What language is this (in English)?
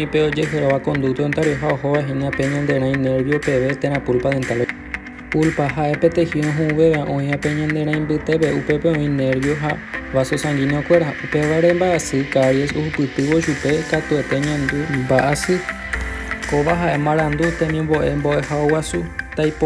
Guarani